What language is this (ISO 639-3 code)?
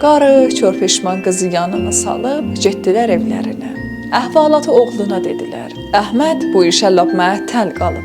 azb